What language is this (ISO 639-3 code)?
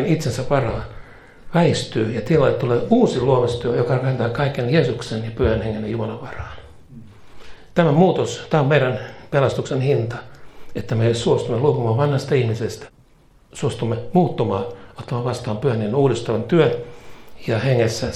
fin